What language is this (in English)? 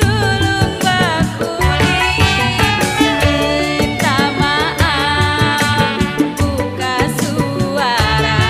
Betawi